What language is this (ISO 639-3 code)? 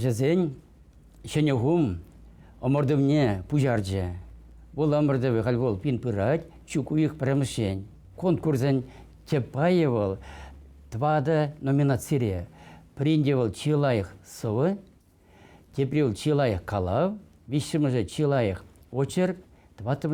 chv